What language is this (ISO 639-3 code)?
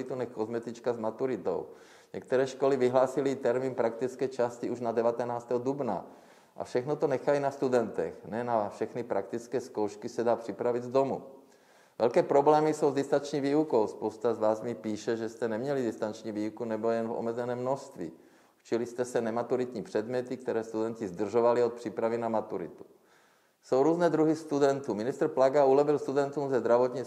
ces